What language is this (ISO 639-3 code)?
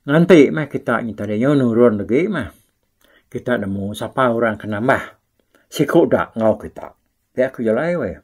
iba